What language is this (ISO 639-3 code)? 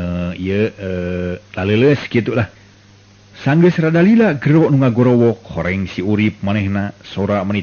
sun